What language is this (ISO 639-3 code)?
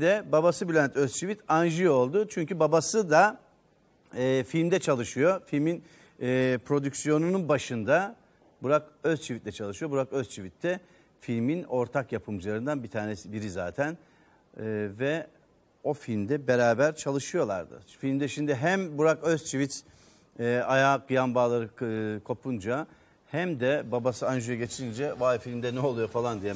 tur